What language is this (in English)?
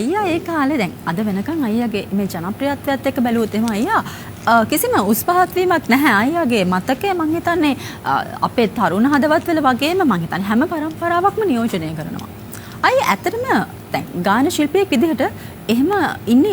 Sinhala